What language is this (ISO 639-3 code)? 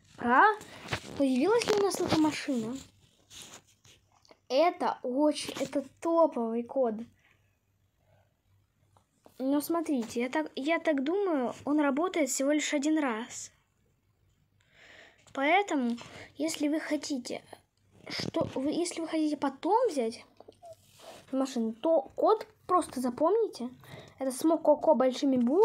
rus